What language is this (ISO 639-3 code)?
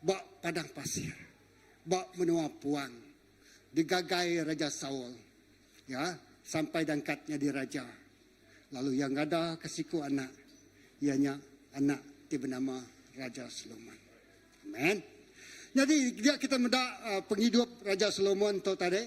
iba